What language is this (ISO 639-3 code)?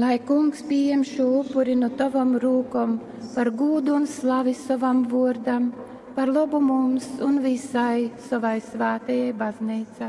ltg